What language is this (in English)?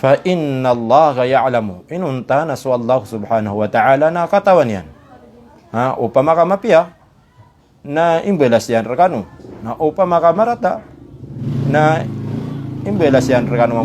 Maranao